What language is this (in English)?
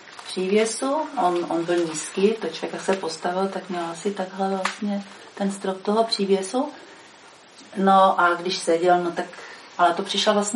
Czech